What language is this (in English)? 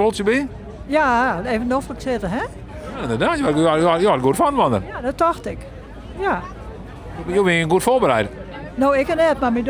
Western Frisian